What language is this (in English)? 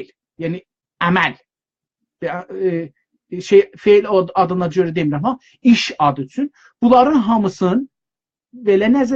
South Azerbaijani